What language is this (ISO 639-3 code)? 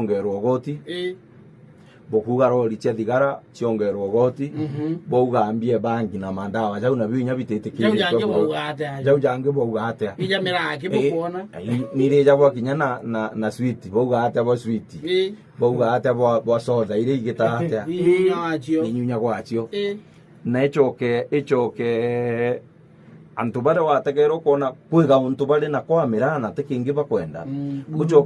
mer